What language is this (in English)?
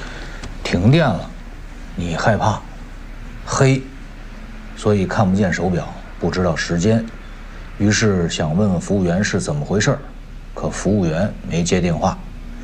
Chinese